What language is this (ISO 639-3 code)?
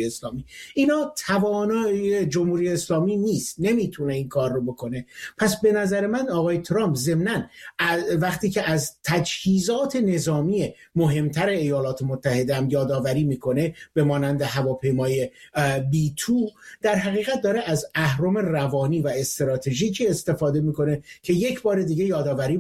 fas